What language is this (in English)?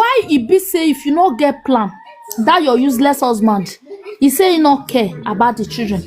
Nigerian Pidgin